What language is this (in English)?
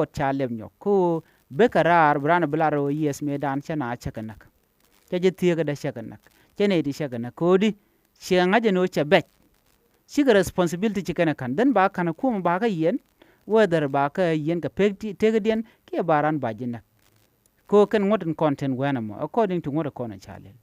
Nuer